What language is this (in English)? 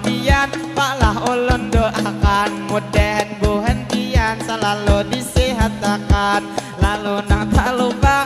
Banjar